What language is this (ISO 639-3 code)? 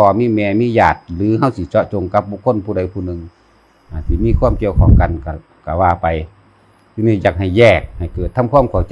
tts